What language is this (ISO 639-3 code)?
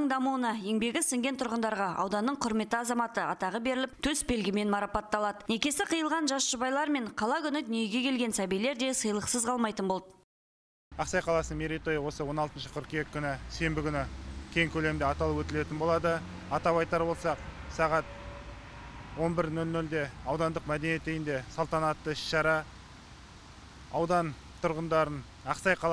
kaz